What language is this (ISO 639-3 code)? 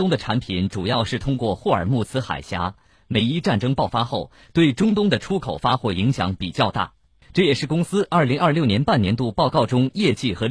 zho